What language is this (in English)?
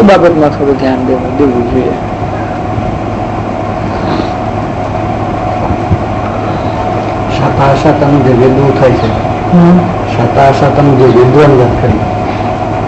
Gujarati